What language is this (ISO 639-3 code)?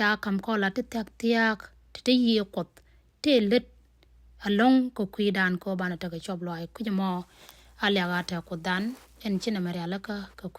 nus